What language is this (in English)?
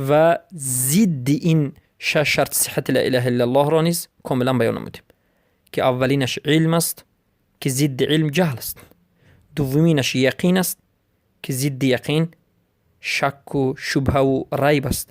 Persian